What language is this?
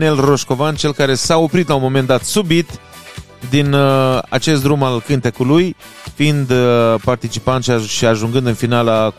Romanian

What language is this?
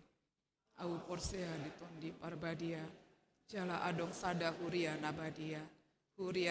Batak Toba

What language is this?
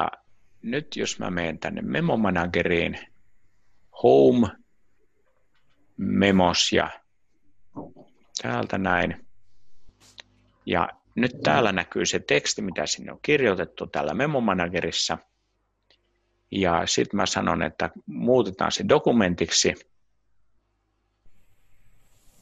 Finnish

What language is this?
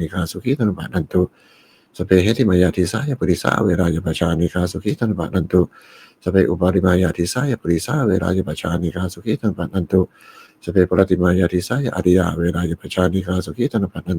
Pali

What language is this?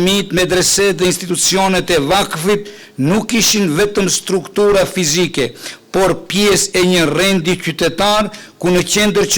Albanian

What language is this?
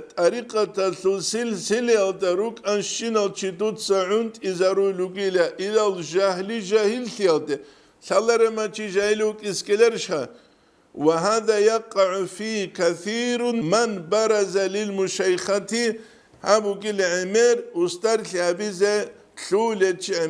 Avaric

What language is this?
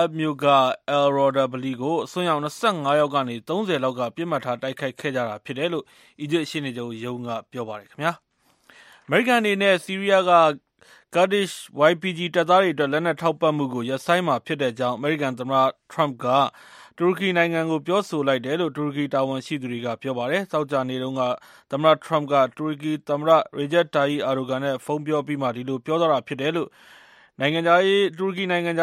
Burmese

